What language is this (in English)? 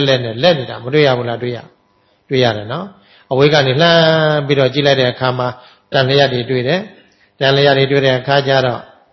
Burmese